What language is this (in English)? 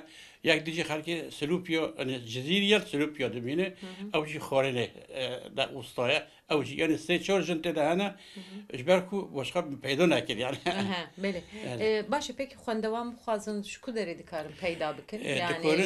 Kurdish